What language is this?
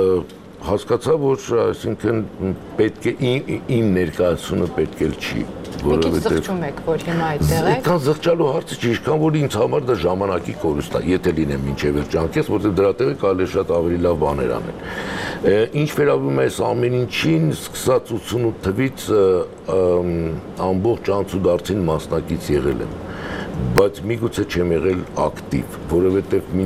Armenian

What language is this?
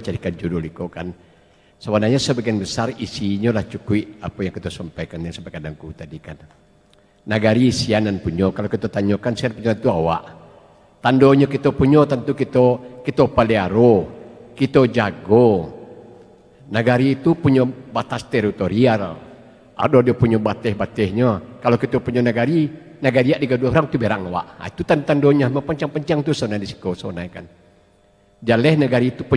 Minangkabau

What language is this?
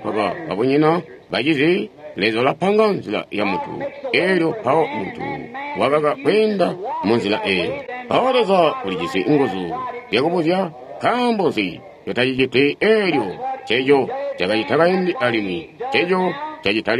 Tonga (Zambia)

